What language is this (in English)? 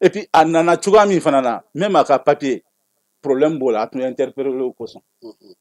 Bambara